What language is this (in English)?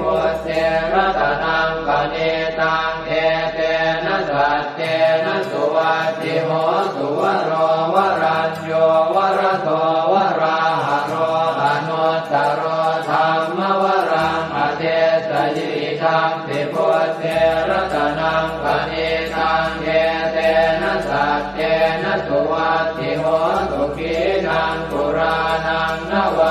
Pali